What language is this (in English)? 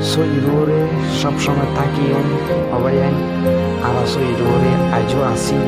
Rohingya